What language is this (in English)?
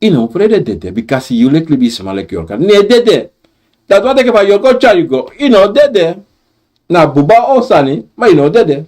Sranan Tongo